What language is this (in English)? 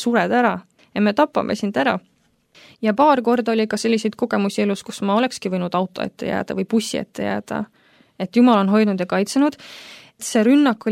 Estonian